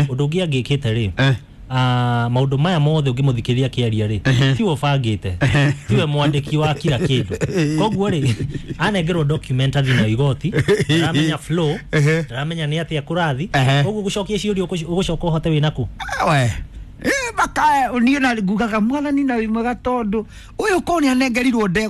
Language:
Kikuyu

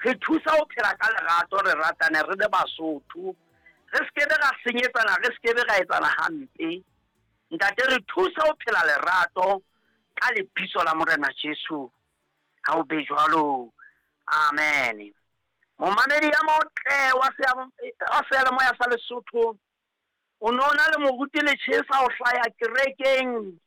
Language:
Southern Sotho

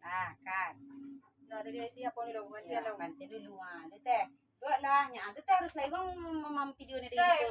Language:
Minangkabau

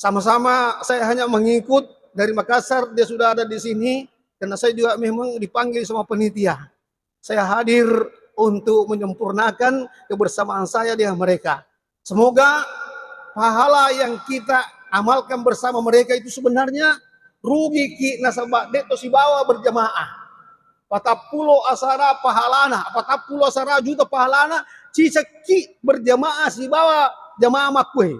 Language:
Buginese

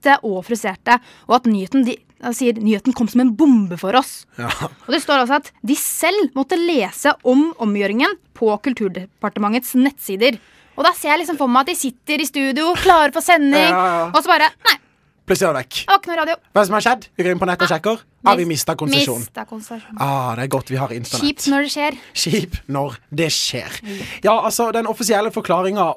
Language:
Norwegian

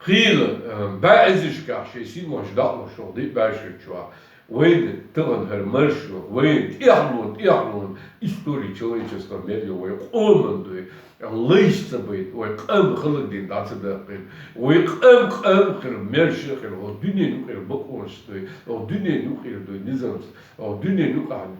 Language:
Chechen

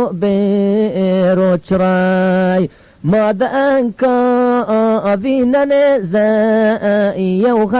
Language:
Zaza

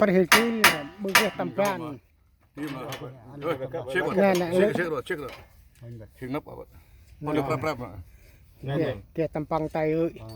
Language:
Central Mnong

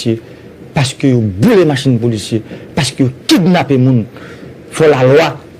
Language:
Haitian Creole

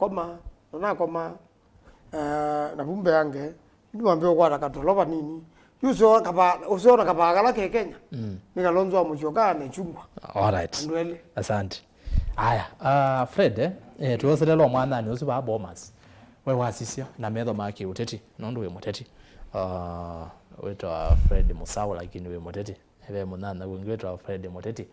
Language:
Kamba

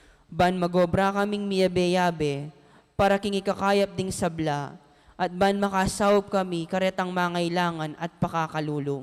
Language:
Pampanga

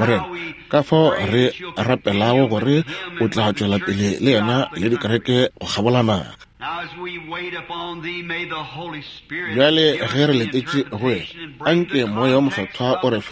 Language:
Northern Sotho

